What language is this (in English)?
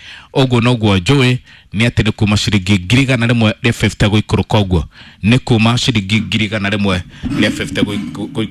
Kikuyu